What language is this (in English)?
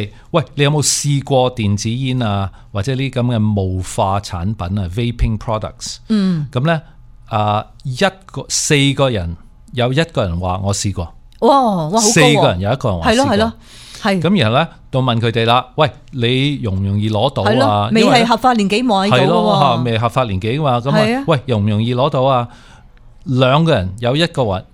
Cantonese